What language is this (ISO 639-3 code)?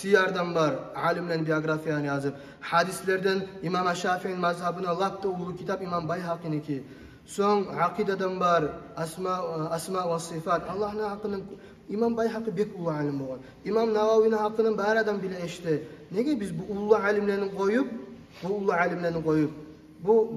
kum